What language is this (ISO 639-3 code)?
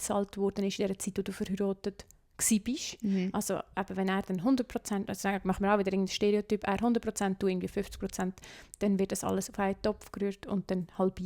gsw